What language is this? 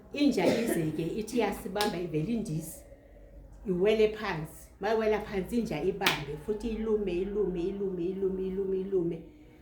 Zulu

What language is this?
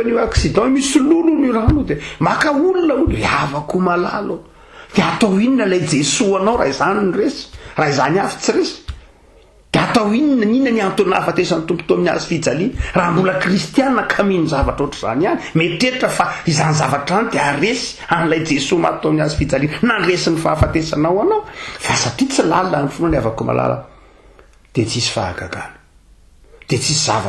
Malagasy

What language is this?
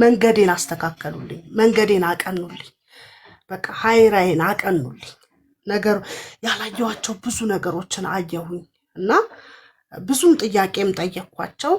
Amharic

